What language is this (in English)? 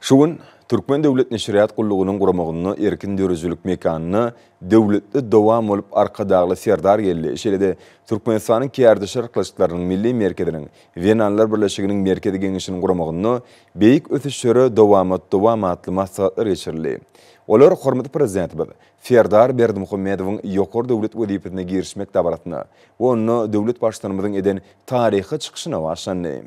Turkmen